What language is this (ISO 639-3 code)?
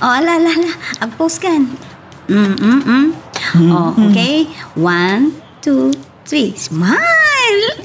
ilo